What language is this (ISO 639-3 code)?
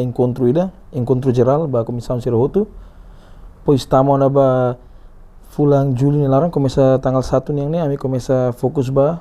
tet